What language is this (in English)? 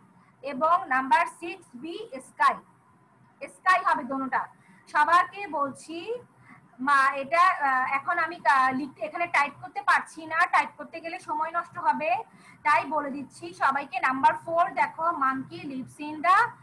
Bangla